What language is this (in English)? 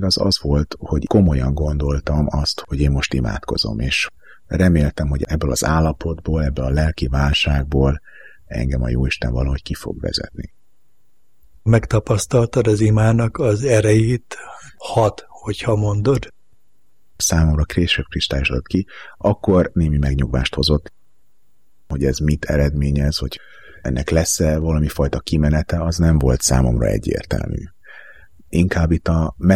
Hungarian